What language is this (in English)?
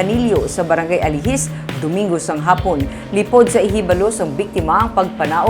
Hiligaynon